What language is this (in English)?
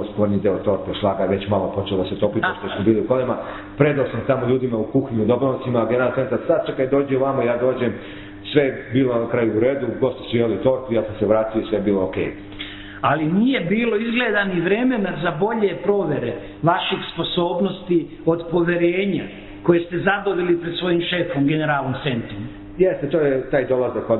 Serbian